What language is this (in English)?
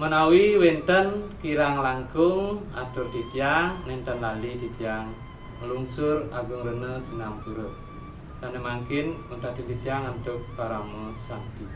Balinese